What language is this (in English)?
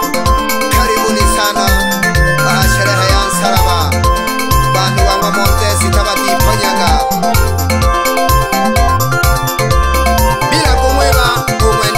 Swahili